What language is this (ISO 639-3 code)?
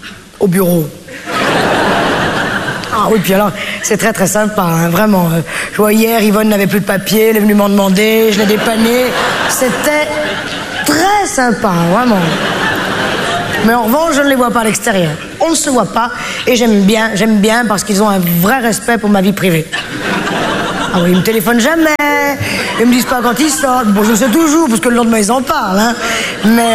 fra